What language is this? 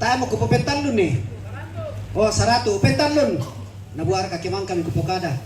Toraja-Sa'dan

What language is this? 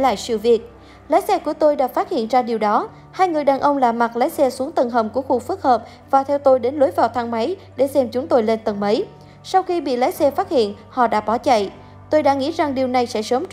Vietnamese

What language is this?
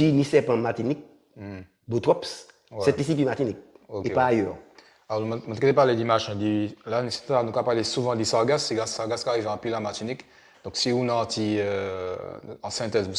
Guadeloupean Creole French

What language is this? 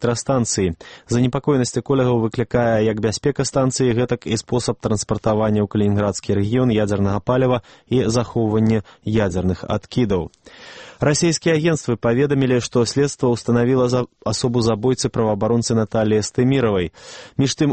Belarusian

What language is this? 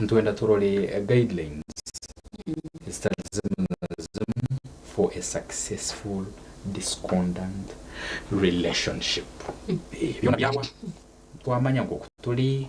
Nyankole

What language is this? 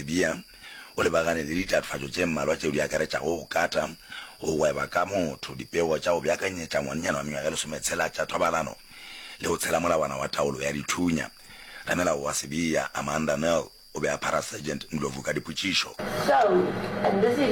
Northern Sotho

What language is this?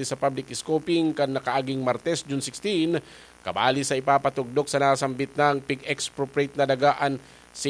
Bikol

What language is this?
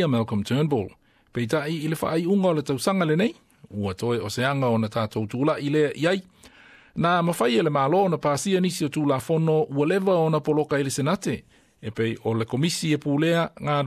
Samoan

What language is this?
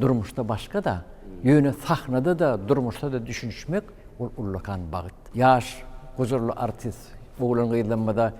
Turkmen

